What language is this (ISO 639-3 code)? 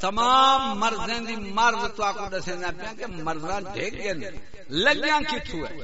skr